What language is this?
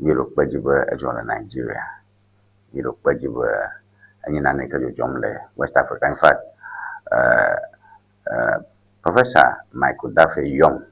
Ewe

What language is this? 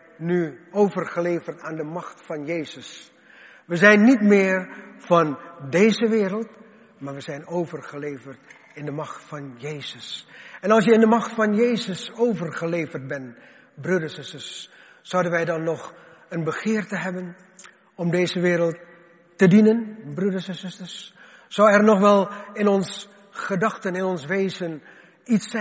Dutch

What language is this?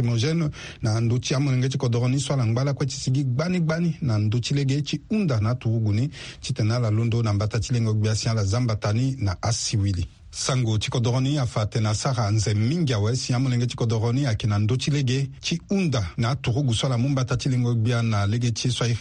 Sango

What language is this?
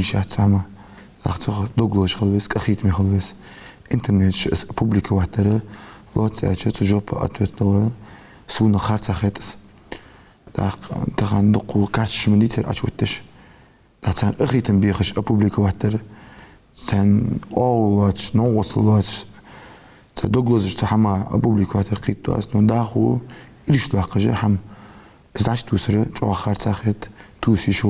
Ingush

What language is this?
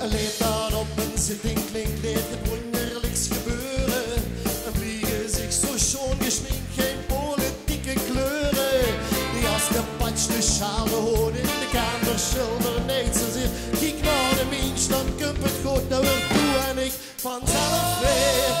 Limburgish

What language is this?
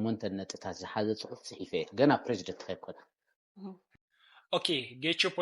Tigrinya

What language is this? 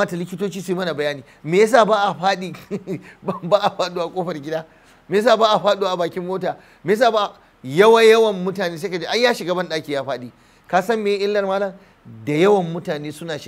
Hausa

